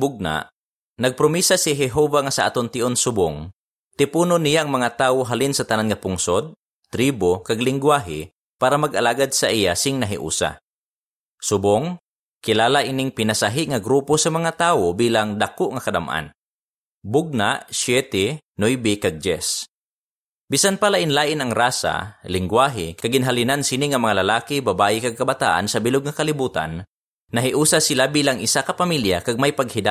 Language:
Hiligaynon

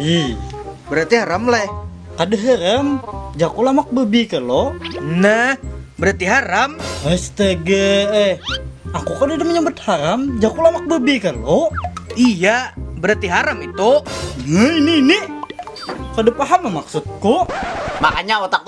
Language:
Banjar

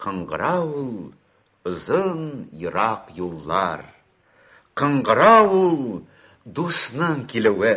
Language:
Tatar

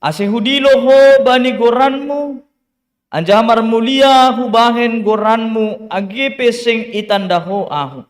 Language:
Batak Simalungun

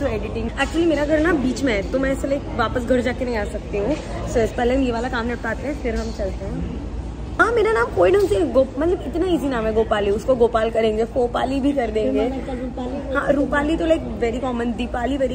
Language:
Hindi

